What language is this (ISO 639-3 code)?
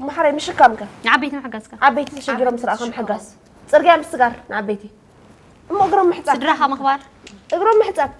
tir